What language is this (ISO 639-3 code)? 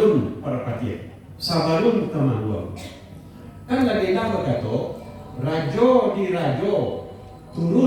min